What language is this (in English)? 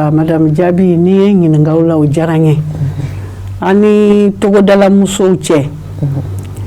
Bambara